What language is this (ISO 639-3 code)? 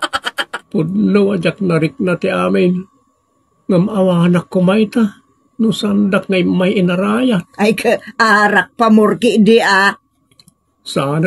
ilo